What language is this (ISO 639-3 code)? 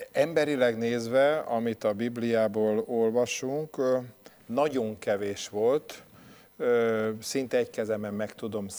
hun